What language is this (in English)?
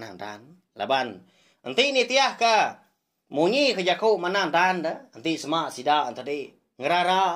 Iban